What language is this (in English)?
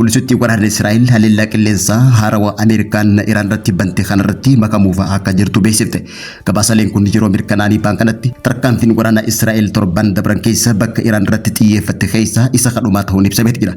Oromo